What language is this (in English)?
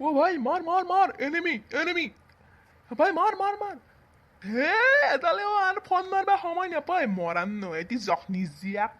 Assamese